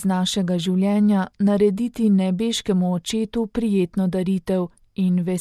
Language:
Slovenian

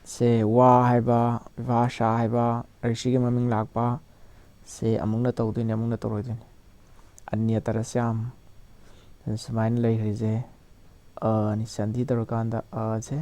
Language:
Manipuri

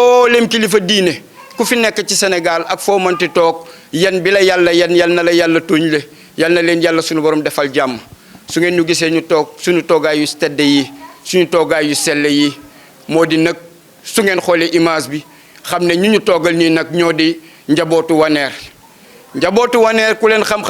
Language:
Wolof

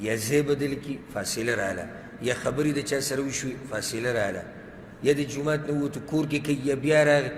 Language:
Pashto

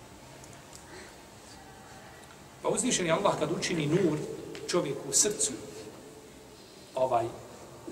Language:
Bosnian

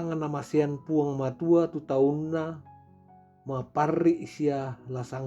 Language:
Toraja-Sa'dan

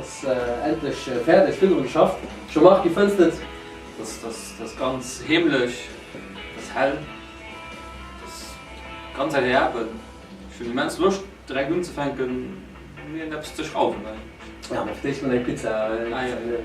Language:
Luxembourgish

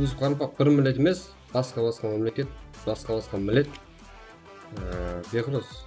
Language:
Kara-Kalpak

